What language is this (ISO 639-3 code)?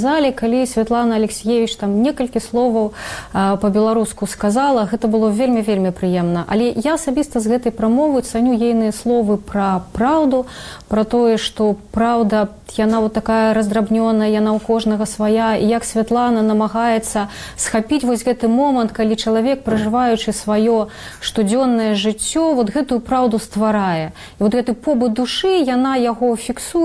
bel